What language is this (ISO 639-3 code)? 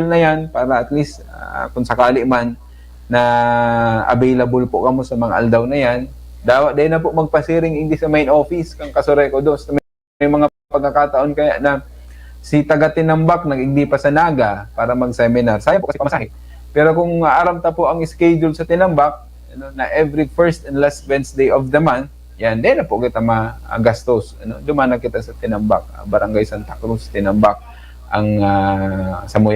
bik